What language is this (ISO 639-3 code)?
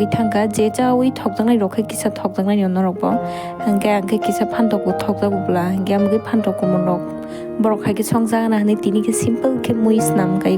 trp